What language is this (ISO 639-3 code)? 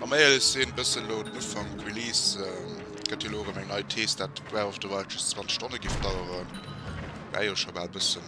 ltz